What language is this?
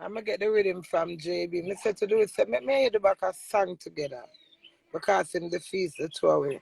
Jamaican Creole English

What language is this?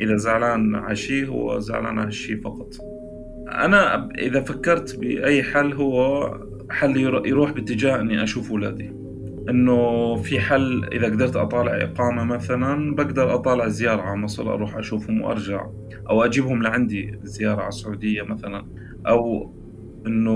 North Levantine Arabic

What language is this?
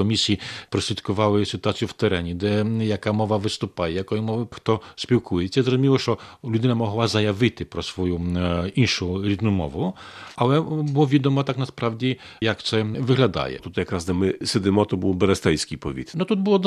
Ukrainian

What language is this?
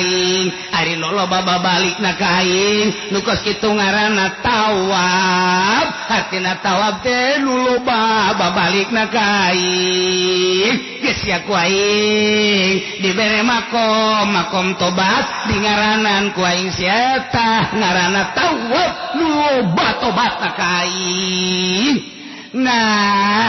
Sundanese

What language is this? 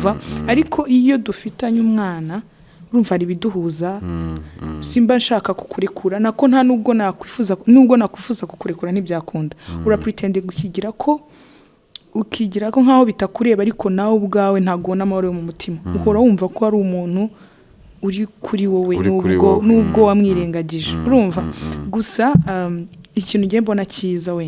Kinyarwanda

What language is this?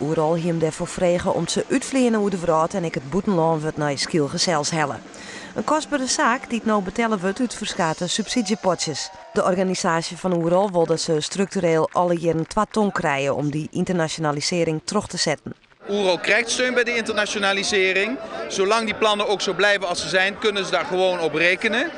Western Frisian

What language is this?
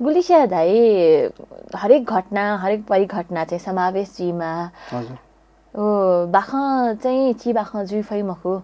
Newari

